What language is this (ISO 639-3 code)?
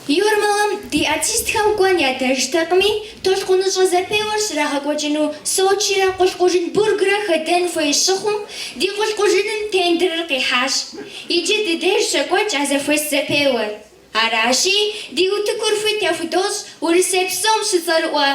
kbd